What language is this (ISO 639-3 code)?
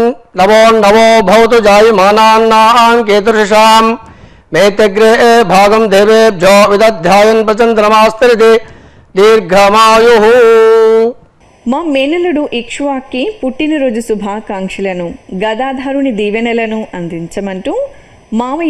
tel